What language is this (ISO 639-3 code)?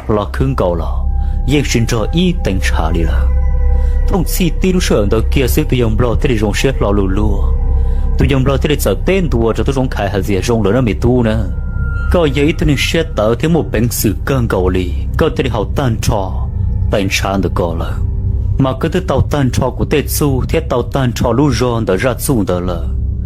hmn